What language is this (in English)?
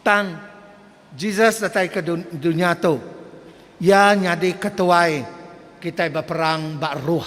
Iban